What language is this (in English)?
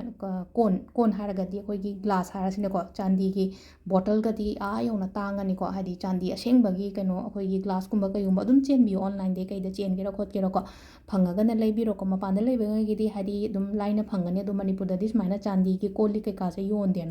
Manipuri